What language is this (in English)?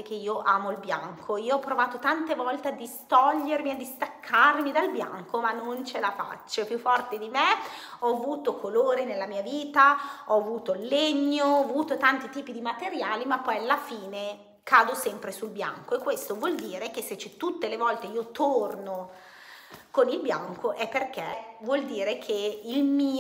Italian